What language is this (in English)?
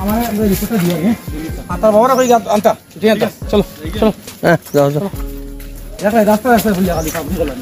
Sylheti